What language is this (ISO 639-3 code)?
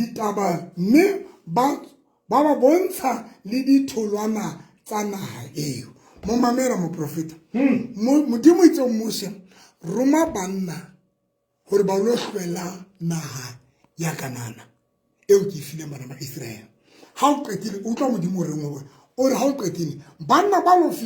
sot